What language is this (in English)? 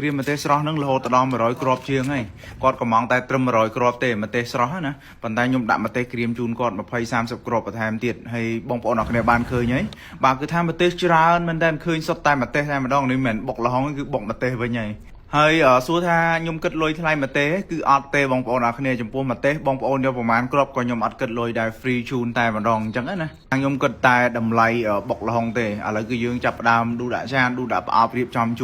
Khmer